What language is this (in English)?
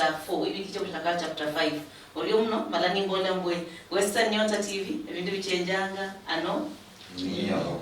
Luyia